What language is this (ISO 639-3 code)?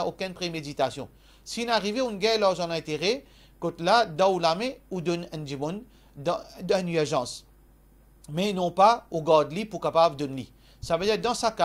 mfe